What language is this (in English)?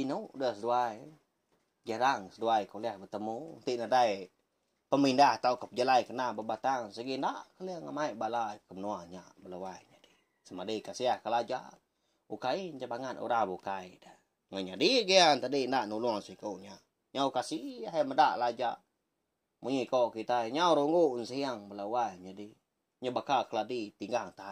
Iban